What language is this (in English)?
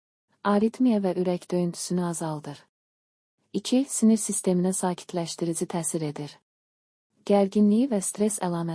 Azerbaijani